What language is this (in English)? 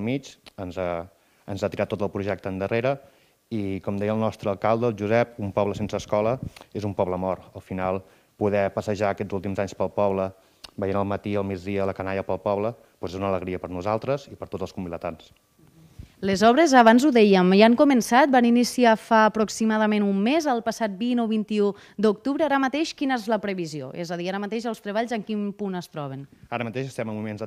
Catalan